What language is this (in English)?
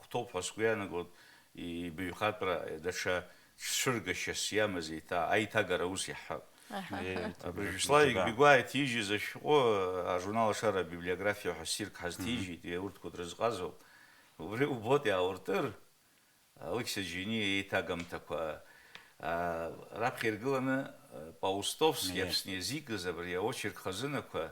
Abkhazian